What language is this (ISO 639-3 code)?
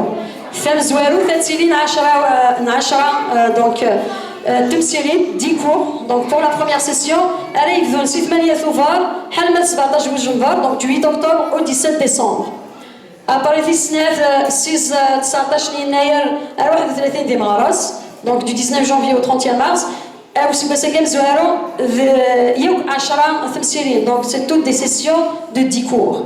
kab